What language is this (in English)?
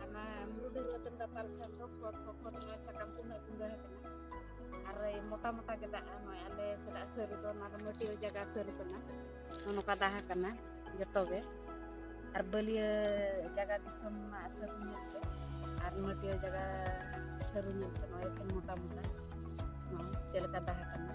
Santali